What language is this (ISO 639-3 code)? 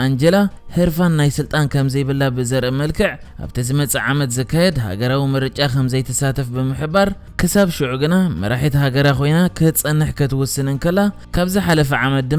tir